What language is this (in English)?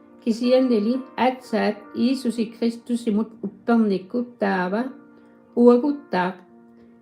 Kalaallisut